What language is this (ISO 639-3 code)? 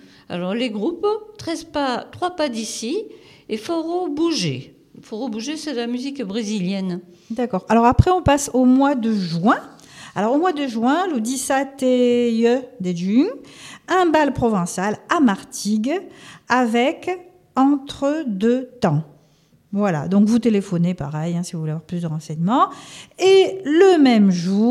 fra